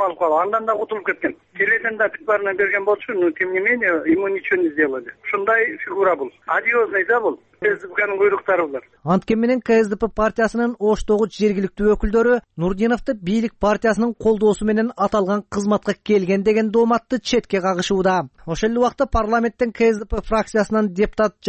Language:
Kyrgyz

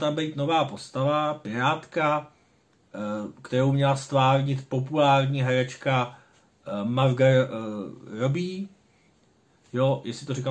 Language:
Czech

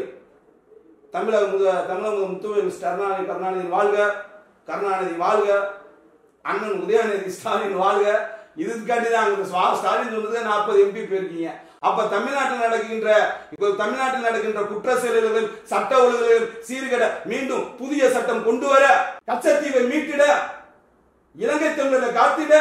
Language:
Tamil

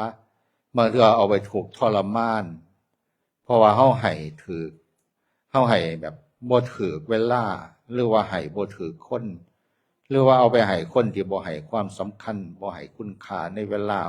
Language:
Northeastern Thai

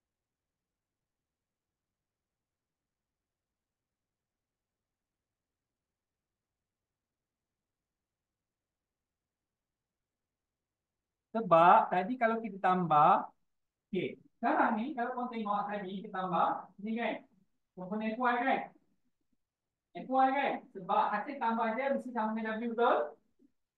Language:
Malay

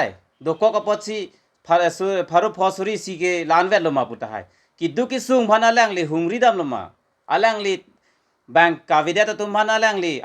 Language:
Karbi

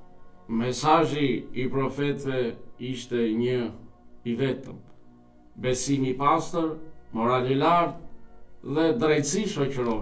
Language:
Albanian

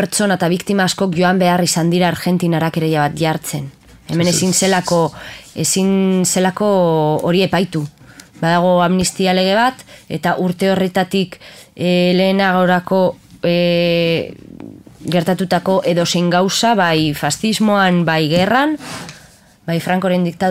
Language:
Basque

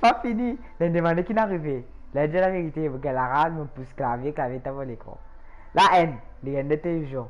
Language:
Morisyen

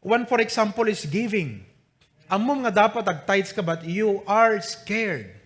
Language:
Iloko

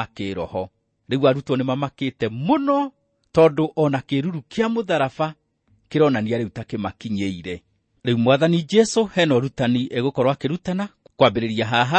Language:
Kikuyu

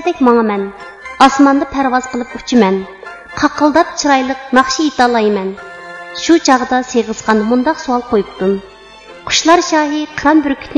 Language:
Uyghur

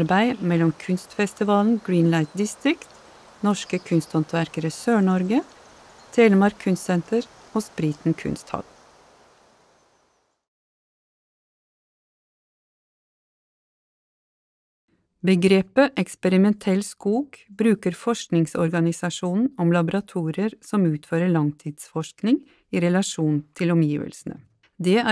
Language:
Norwegian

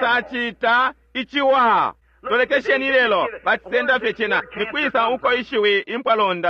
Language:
Bemba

